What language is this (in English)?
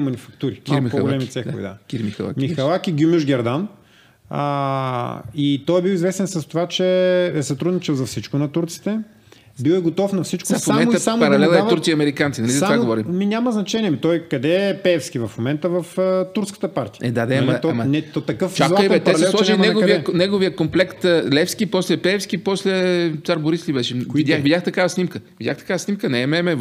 Bulgarian